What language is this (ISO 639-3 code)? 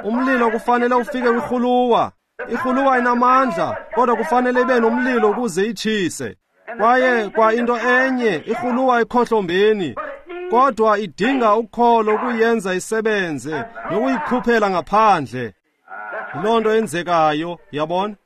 xho